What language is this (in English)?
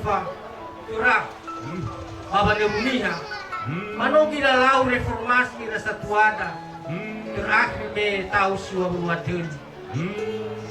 Nias